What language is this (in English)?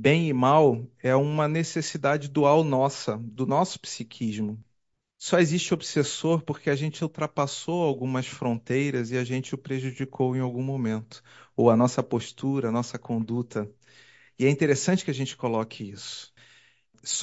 Portuguese